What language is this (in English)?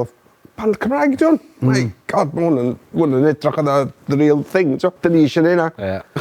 Welsh